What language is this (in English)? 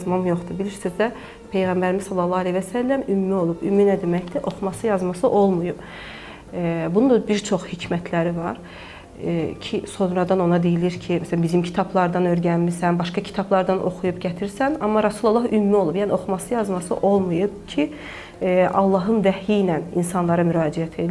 Azerbaijani